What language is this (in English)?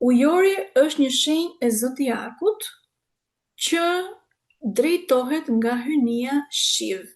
Albanian